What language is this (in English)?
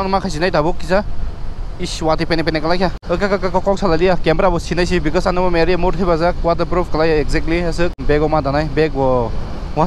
Kok Borok